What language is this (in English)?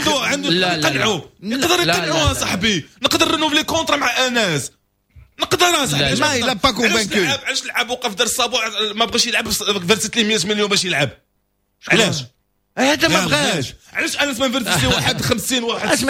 Moroccan Arabic